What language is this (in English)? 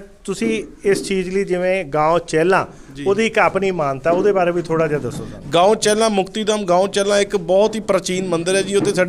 Punjabi